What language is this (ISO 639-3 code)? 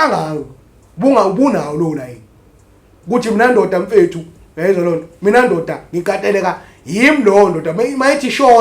zul